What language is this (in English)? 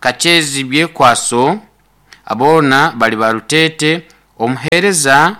Nyoro